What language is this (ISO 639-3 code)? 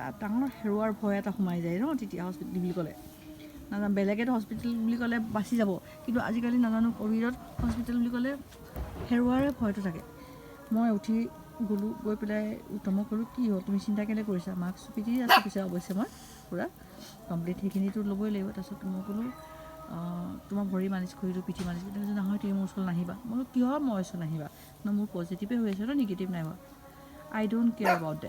asm